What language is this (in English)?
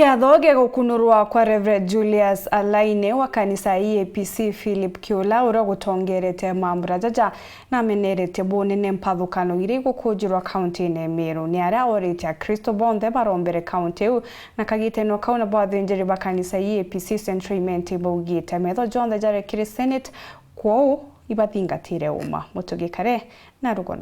Meru